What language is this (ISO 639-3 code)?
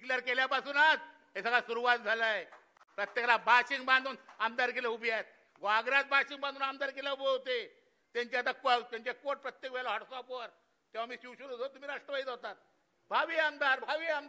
mar